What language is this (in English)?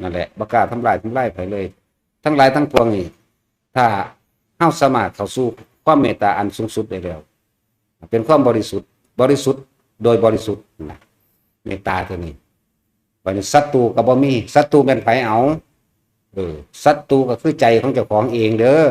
Northeastern Thai